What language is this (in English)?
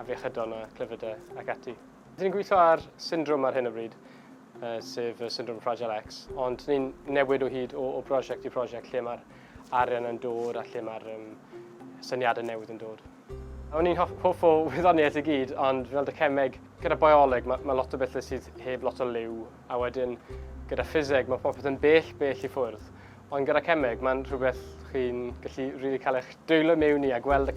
Welsh